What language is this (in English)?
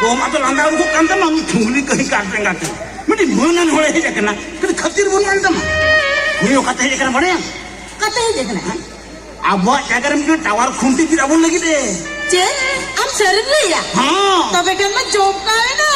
Santali